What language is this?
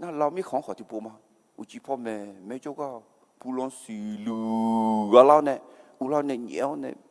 Akha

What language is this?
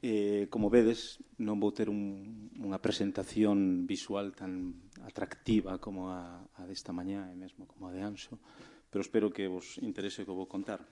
Galician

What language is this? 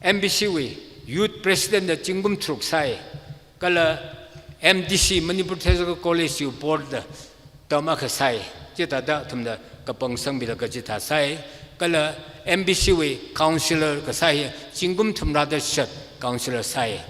Tangkhul Naga (India)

